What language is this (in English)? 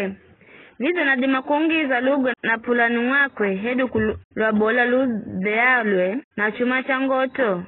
Giryama